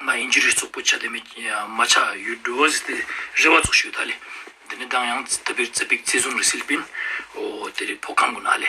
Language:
Ladakhi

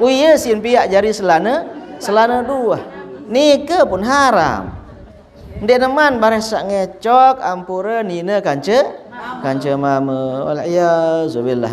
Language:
Sasak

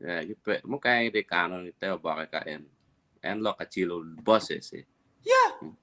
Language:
Acoli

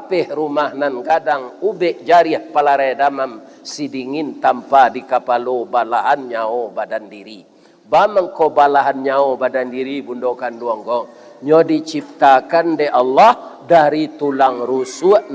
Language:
Minangkabau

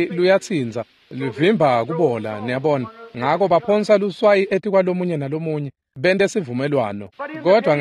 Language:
Swati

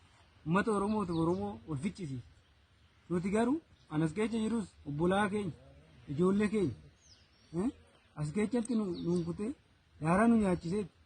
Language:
Oromo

